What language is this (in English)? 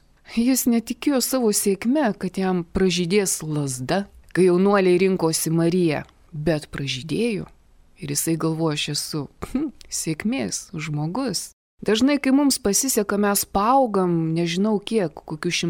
Lithuanian